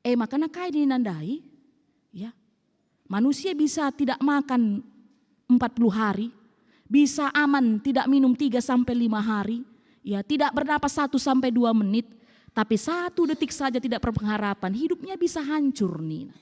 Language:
Batak Karo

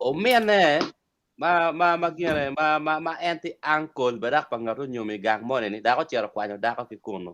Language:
Acoli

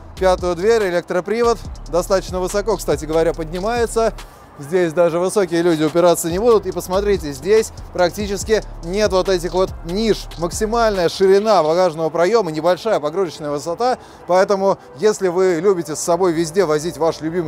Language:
Russian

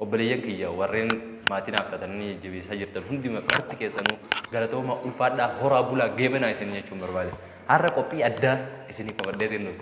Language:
Oromo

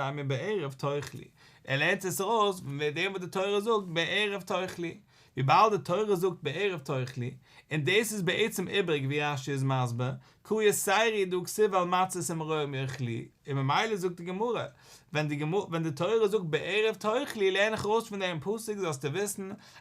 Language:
Yiddish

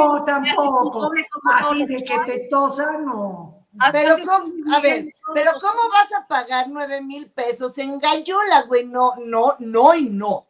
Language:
Spanish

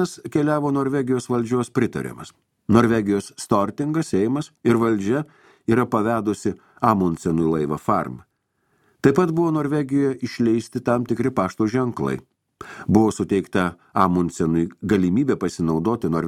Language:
Lithuanian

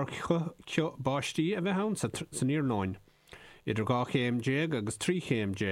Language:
Irish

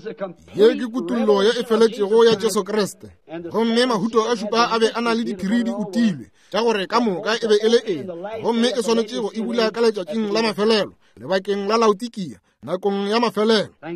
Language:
Northern Sotho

